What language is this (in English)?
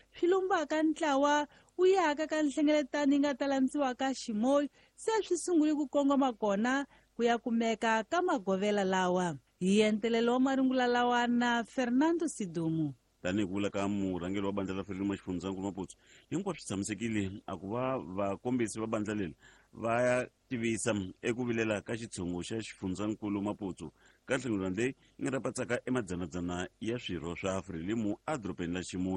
Tsonga